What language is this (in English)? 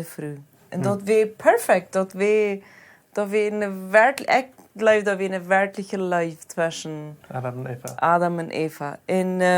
Plautdietsch